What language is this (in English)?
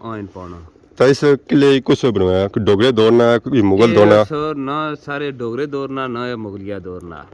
Pahari-Potwari